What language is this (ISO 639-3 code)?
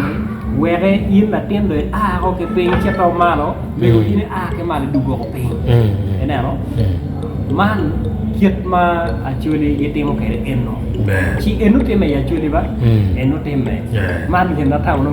ach